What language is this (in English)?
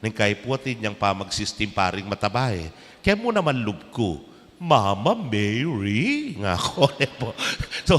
Pampanga